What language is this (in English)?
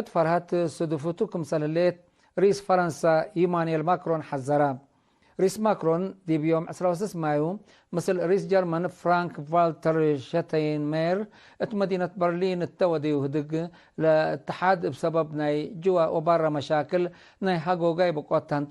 Tigre